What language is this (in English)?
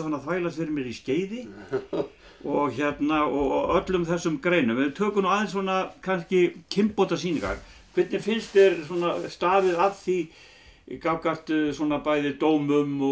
Icelandic